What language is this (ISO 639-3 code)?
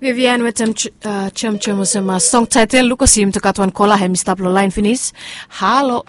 bis